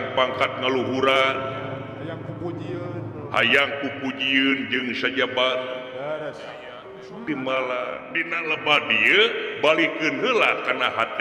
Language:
Sundanese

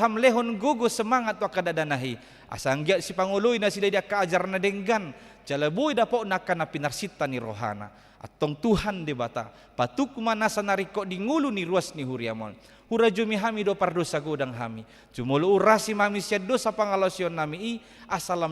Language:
Batak Toba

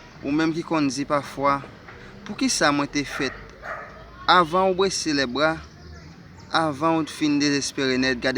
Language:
Haitian Creole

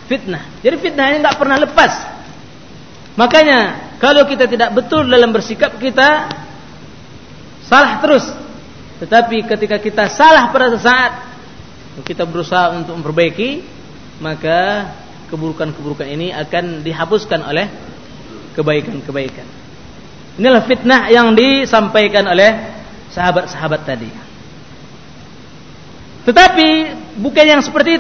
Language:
Indonesian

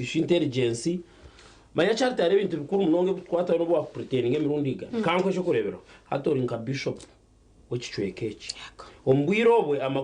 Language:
Nyankole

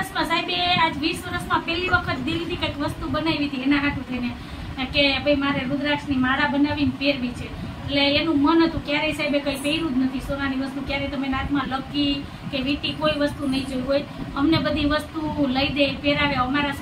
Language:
Gujarati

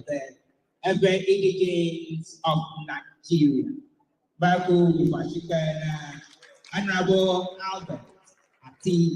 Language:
Ewe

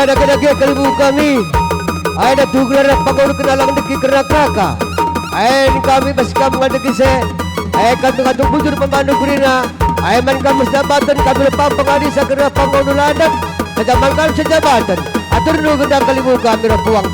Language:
Batak Karo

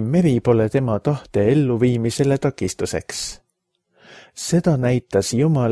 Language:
Estonian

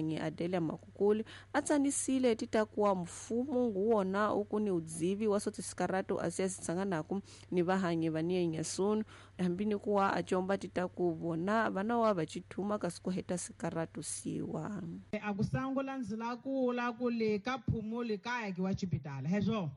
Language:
Tsonga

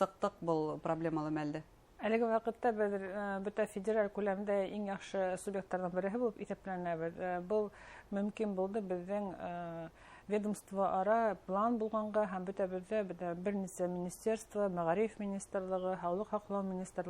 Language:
Bashkir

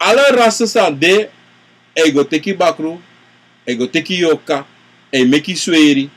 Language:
Sranan Tongo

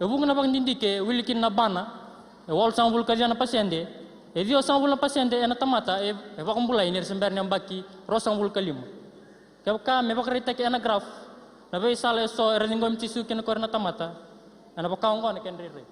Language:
Fijian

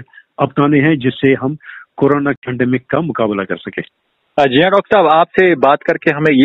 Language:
Hindi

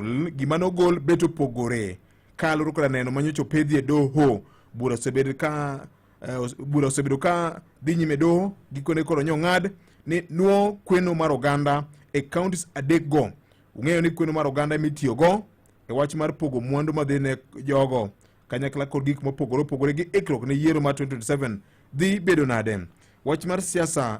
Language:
Luo (Kenya and Tanzania)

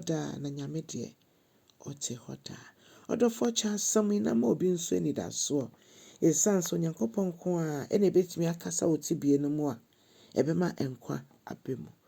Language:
Akan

